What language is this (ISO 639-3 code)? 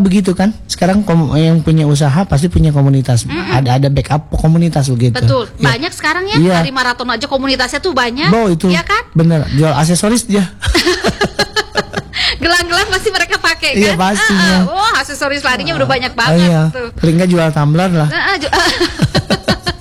ind